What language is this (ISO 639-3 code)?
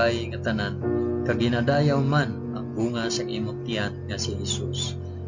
hil